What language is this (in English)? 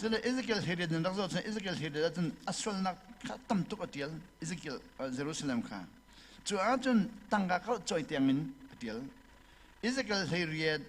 Hakha Chin